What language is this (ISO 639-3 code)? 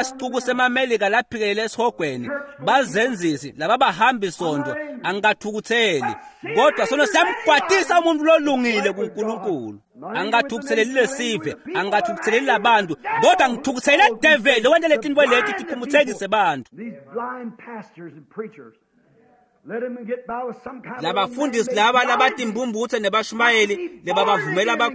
ssw